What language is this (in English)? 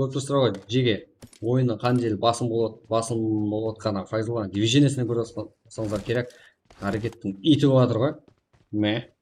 Kara-Kalpak